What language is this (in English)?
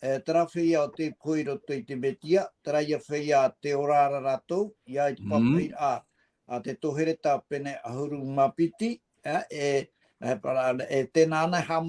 Tahitian